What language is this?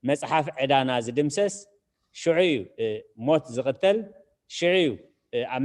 Tigrinya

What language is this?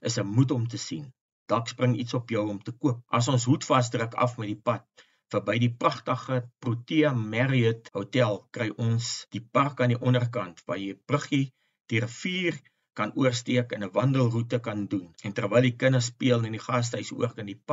Afrikaans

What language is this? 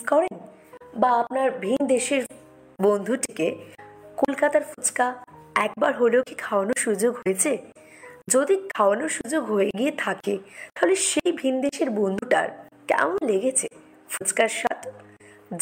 Bangla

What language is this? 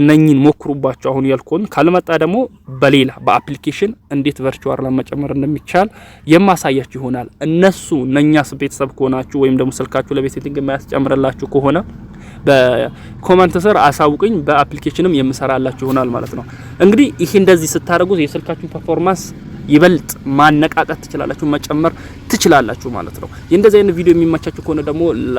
Amharic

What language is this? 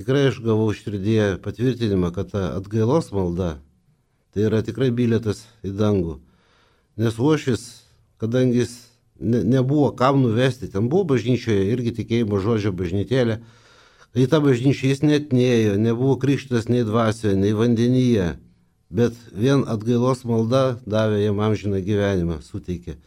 Lithuanian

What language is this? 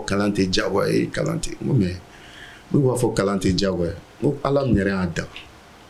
Bambara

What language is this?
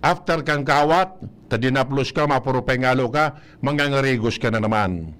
Bikol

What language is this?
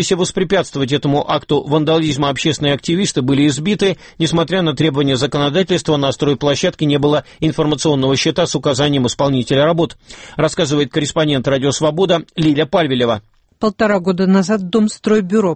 Russian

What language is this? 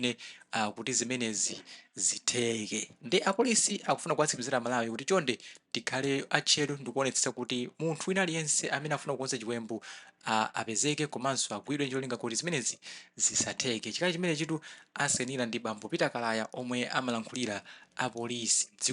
Nyanja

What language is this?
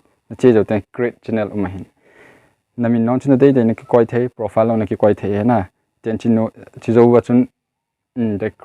Thado Chin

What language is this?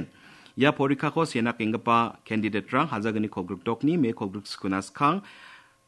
Garo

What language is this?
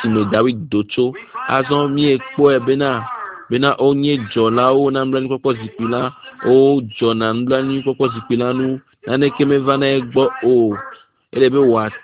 Ewe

